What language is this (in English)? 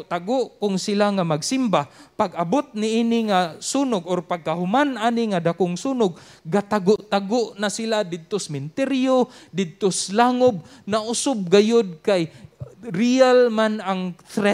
Cebuano